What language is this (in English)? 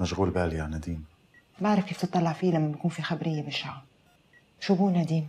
North Levantine Arabic